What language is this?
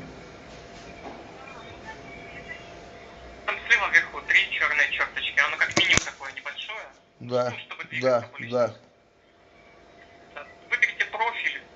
Russian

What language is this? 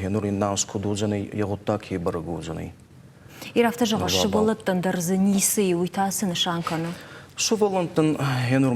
Ossetic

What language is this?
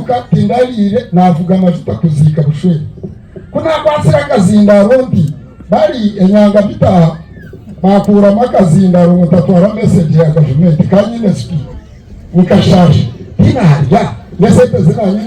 Nyankole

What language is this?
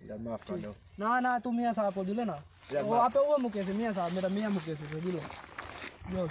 Saraiki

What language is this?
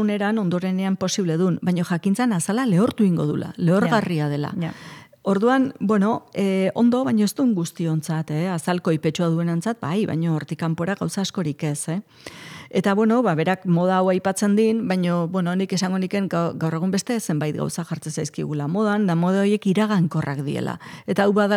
Basque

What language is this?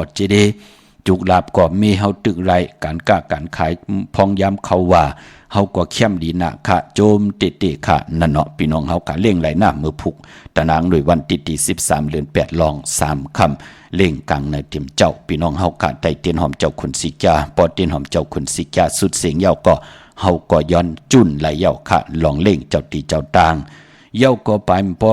Shan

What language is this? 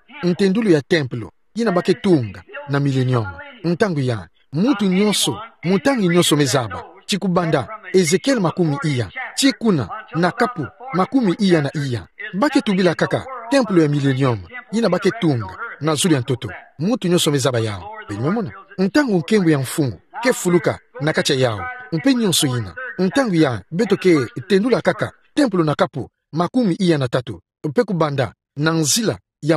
Kituba (Democratic Republic of Congo)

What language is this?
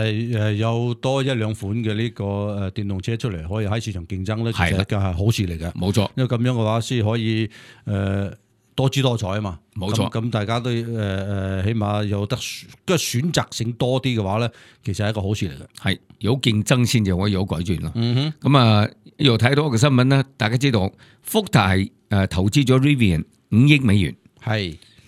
Cantonese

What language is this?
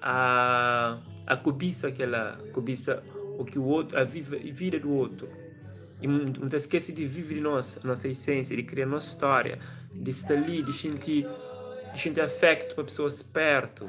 Kabuverdianu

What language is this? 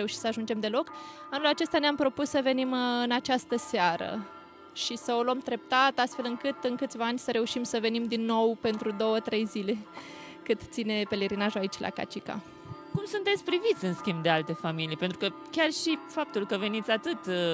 Romanian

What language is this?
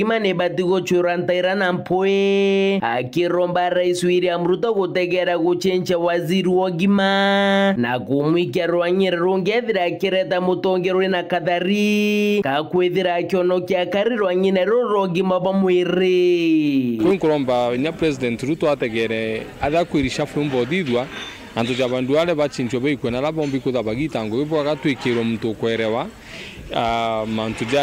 Meru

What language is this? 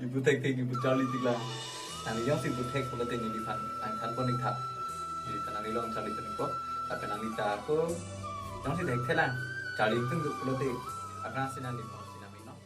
Karbi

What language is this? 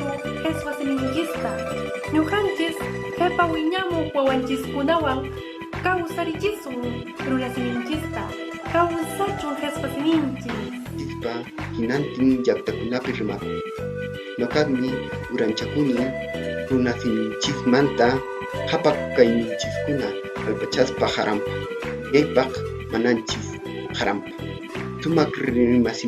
Quechua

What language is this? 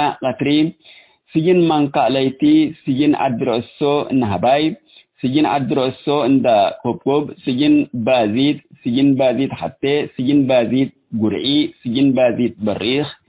Tigre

